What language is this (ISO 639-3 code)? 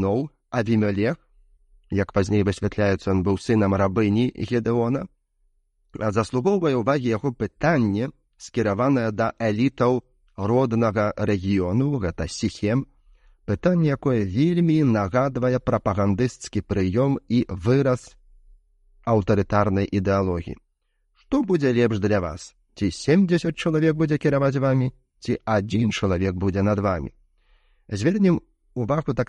bel